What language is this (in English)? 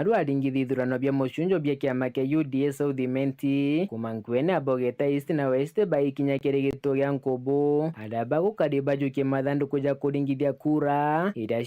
Meru